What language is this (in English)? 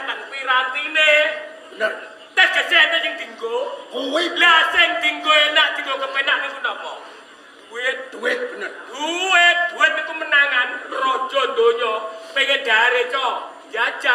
Javanese